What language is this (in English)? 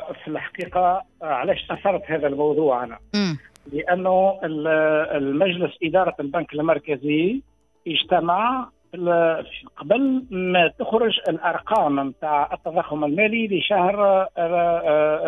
Tunisian Arabic